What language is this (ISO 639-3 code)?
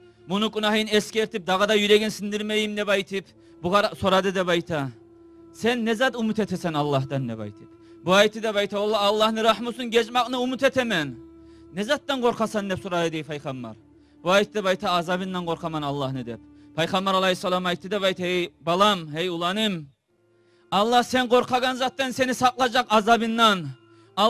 kum